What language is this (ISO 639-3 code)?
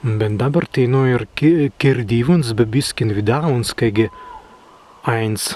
prg